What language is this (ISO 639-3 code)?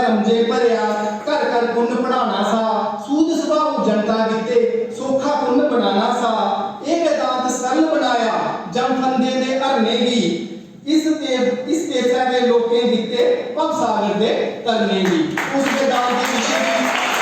doi